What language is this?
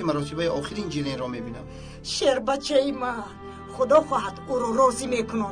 Tajik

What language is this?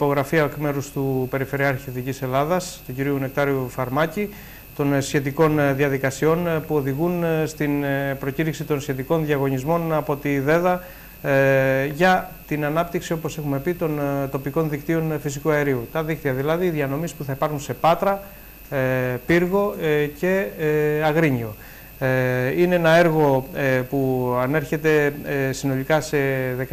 Greek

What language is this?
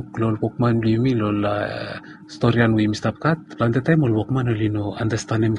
Bislama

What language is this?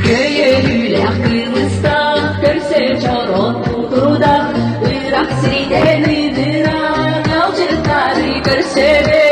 Yakut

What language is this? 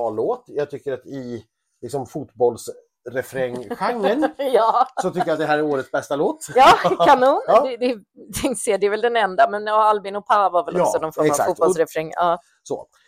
Swedish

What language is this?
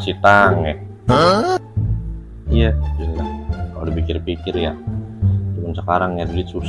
Betawi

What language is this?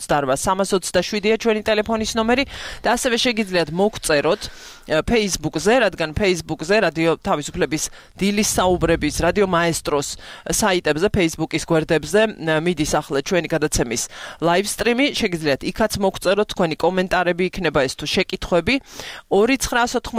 Georgian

